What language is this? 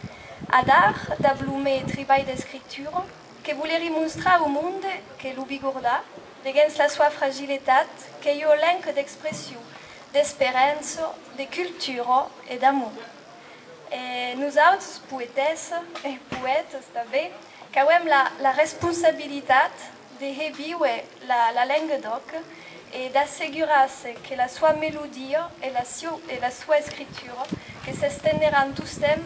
Occitan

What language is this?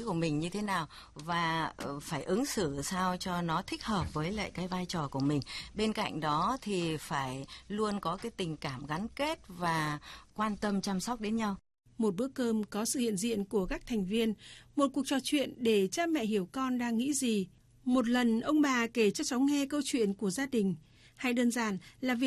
Vietnamese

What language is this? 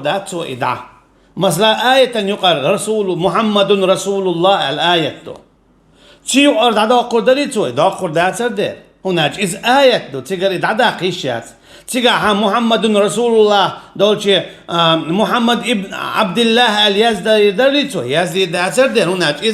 Chechen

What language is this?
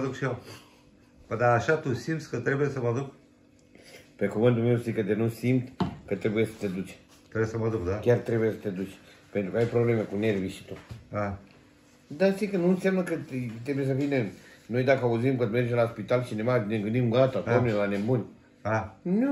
Romanian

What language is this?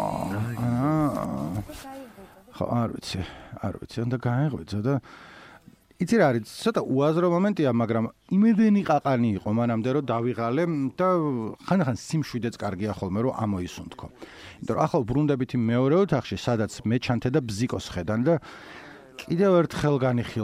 Georgian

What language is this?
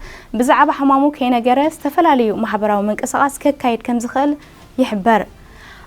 Tigrinya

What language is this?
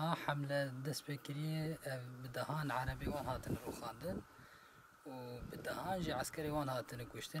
Kurdish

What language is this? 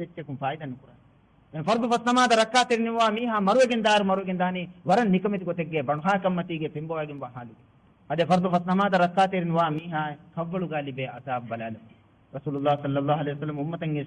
Divehi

